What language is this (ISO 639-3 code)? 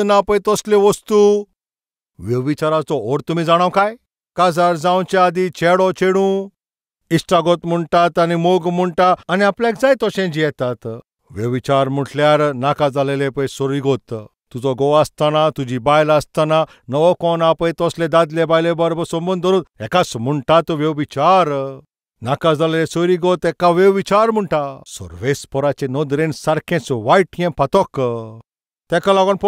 kok